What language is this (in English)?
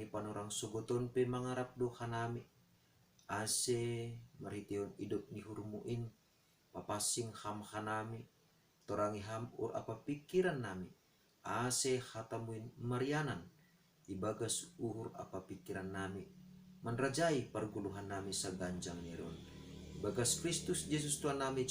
Batak Simalungun